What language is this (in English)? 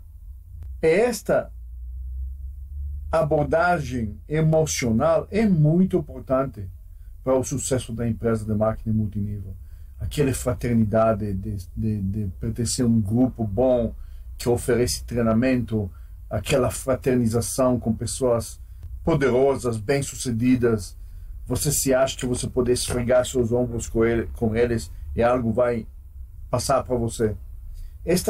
Portuguese